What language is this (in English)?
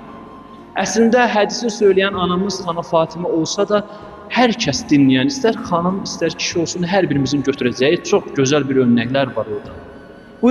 Azerbaijani